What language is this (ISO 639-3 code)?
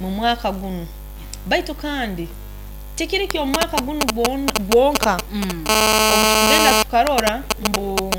nyo